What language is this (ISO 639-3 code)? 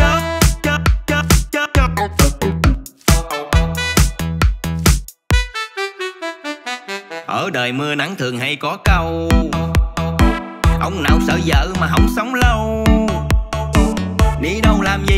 vie